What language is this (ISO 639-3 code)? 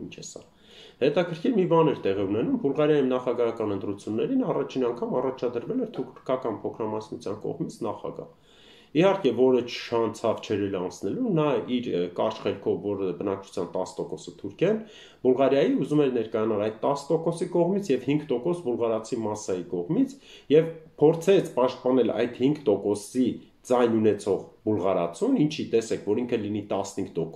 hye